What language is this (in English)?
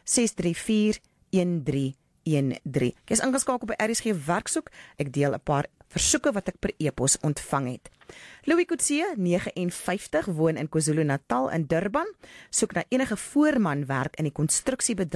Afrikaans